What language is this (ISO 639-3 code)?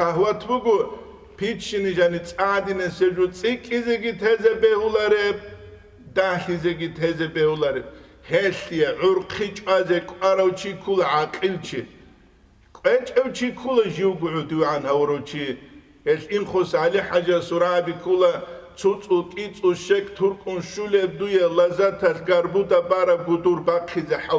ava